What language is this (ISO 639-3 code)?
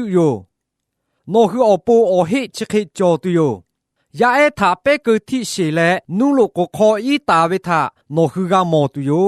lhu